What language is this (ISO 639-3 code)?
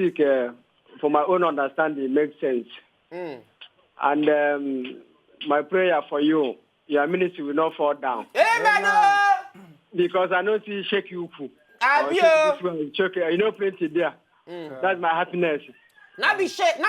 pcm